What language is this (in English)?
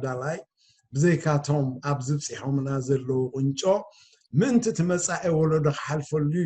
Tigrinya